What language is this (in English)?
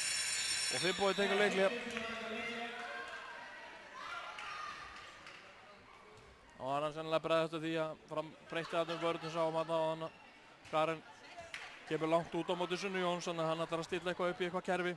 Icelandic